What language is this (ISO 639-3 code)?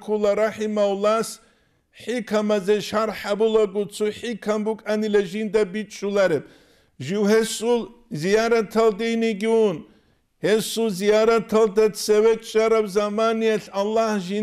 ava